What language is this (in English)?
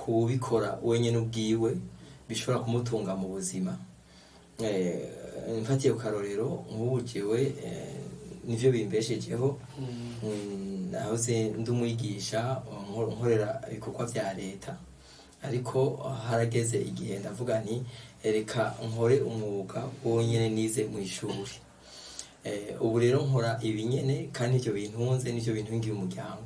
Rundi